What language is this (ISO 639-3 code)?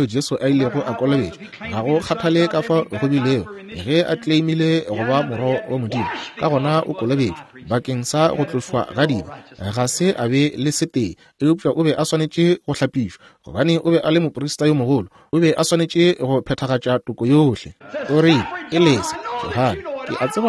nso